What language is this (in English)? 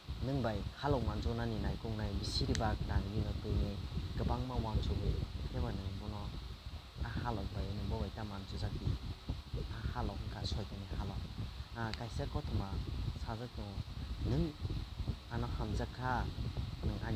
Kok Borok